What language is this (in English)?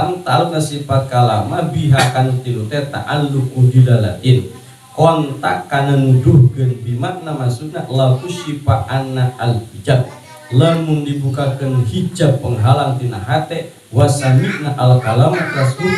Sundanese